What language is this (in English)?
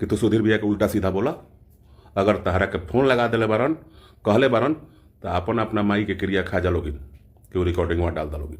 Bhojpuri